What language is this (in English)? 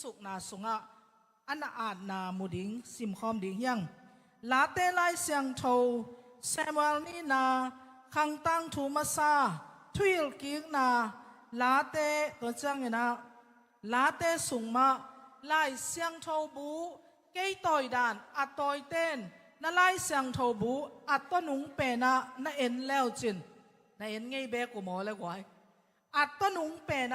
Tedim Chin